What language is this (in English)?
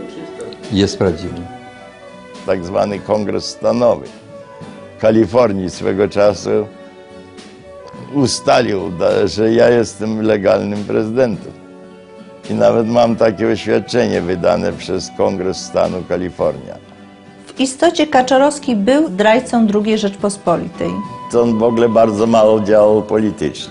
Polish